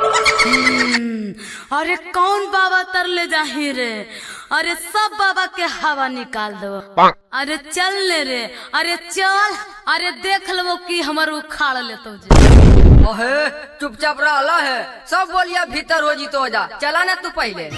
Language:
Magahi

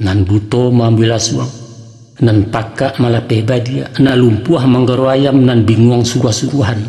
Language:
Minangkabau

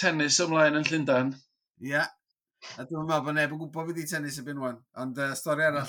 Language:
Welsh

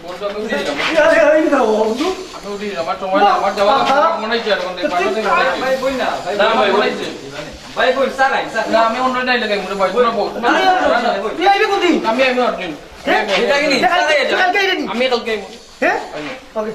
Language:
Sylheti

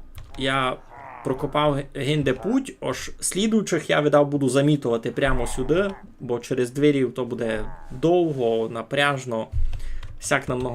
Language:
Rusyn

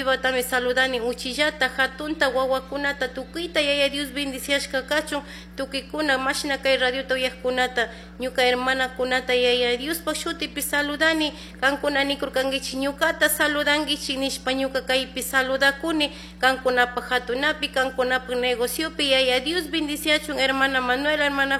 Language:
Chimborazo Highland Quichua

